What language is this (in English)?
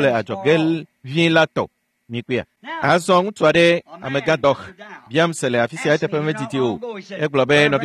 Ewe